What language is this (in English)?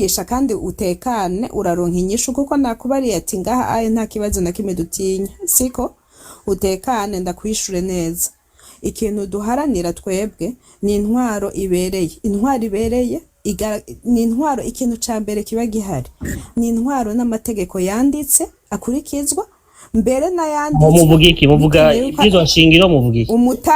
Rundi